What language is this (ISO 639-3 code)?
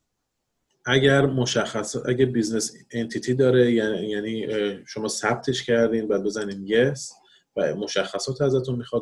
fas